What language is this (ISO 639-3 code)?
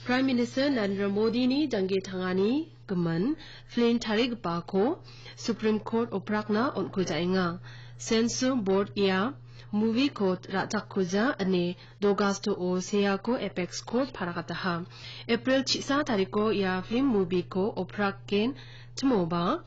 grt